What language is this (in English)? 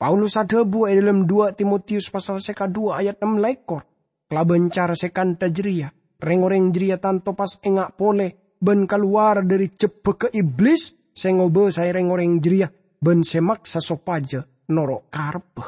Madurese